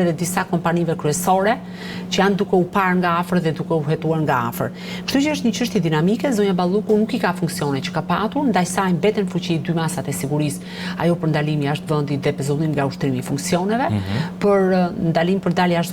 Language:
Albanian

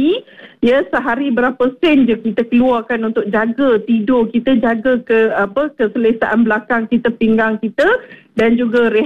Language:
Malay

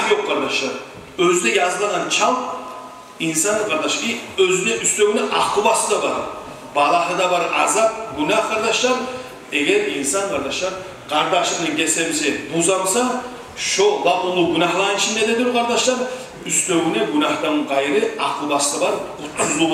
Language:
Kumyk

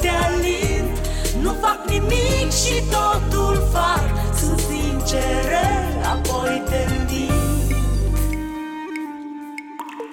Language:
Romanian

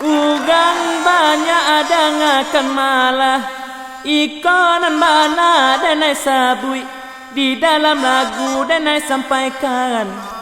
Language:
Minangkabau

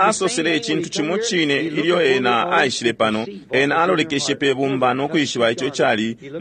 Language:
Bemba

